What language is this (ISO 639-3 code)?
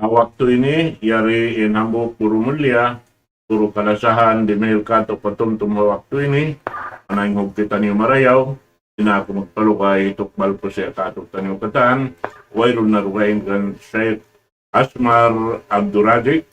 tsg